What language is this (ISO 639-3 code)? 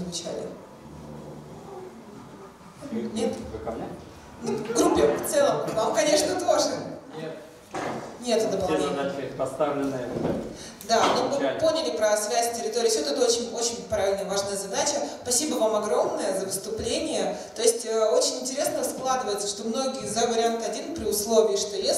rus